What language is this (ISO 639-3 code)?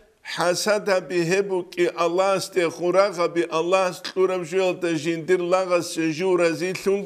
ava